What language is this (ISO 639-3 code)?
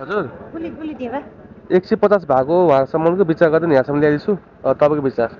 nep